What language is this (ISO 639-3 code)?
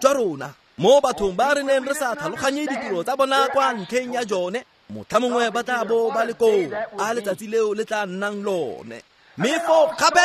tsn